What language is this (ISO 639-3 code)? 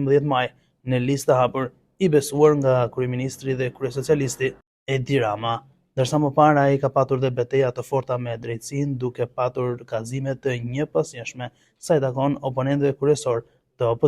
sqi